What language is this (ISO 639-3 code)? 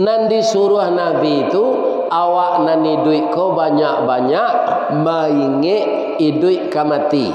min